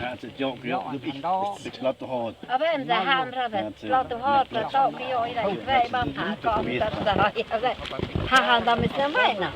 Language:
Totontepec Mixe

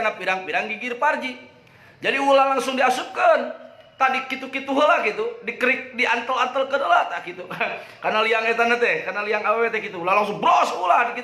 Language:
Sundanese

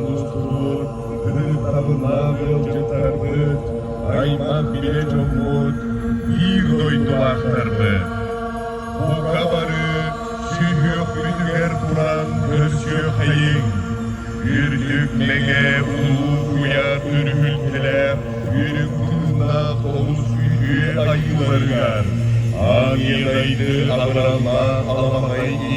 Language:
Yakut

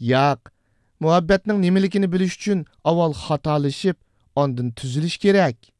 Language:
Uyghur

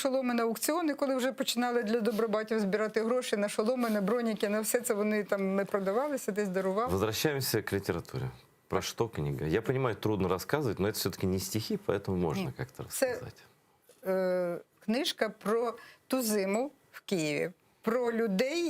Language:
Crimean Tatar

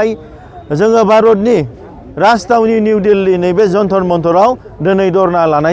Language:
Bodo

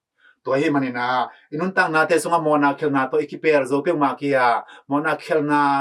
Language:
Tedim Chin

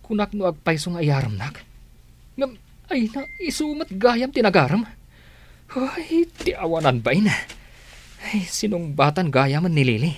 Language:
Iloko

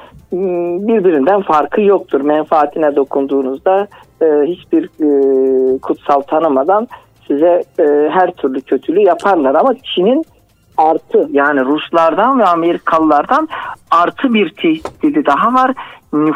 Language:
Turkish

